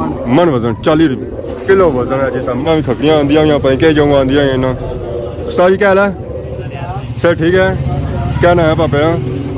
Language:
Pahari-Potwari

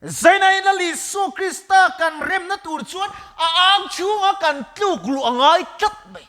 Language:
Mizo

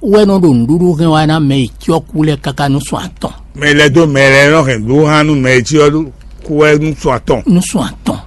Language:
Fon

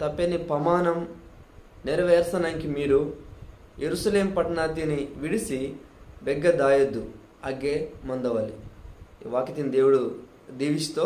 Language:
Koya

